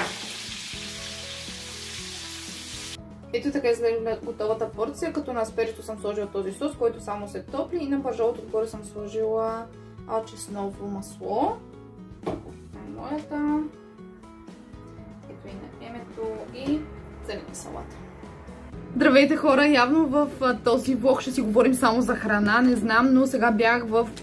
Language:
Bulgarian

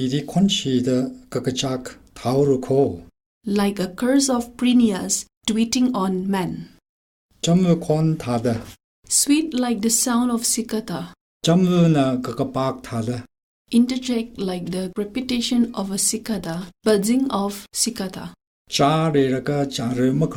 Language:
Tangkhul Naga (India)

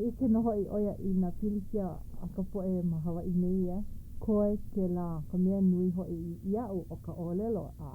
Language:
Hawaiian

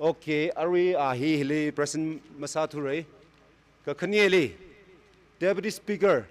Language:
Tangkhul Naga (India)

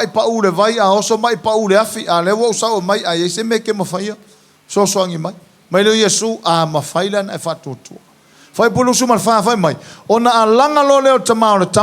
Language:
Samoan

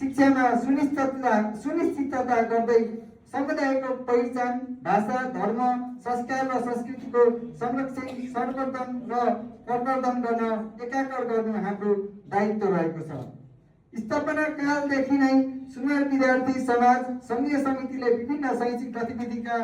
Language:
Nepali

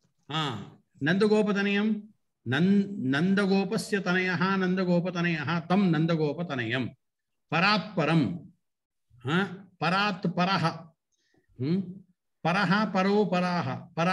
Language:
Sanskrit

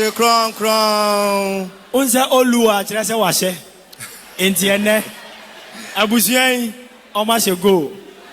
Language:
Akan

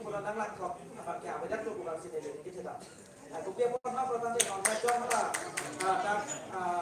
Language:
Karbi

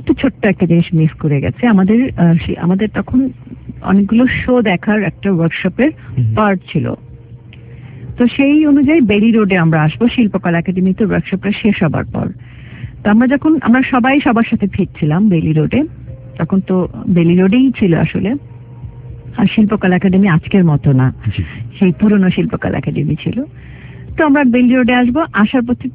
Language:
Bangla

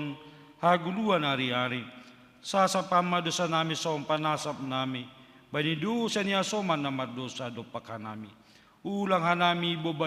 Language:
Batak Simalungun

